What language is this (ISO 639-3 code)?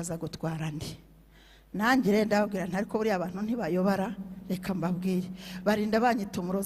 kin